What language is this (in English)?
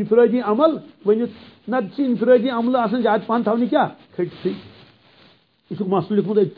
Kashmiri